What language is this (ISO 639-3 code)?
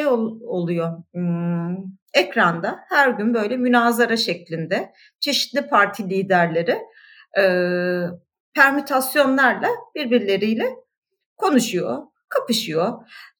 tur